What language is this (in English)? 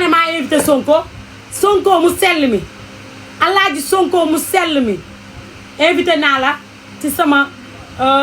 Wolof